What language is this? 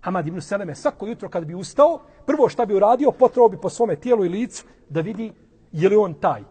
Bosnian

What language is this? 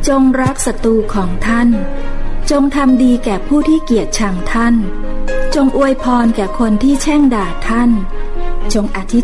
Thai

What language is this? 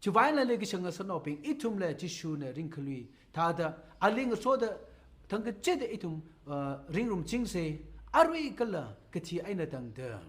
Tangkhul Naga (India)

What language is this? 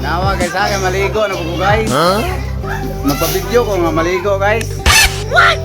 Cebuano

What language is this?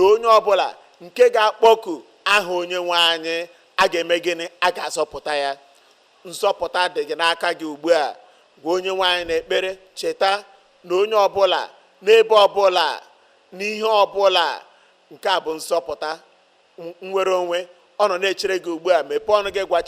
Igbo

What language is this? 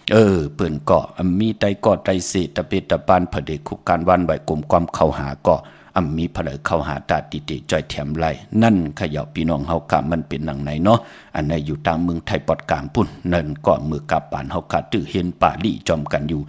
Shan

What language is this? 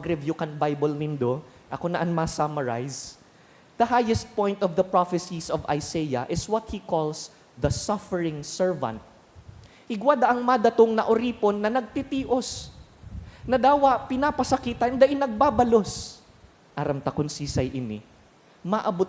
Bikol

